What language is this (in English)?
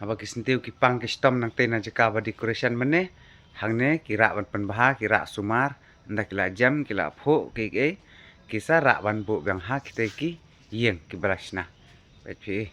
Khasi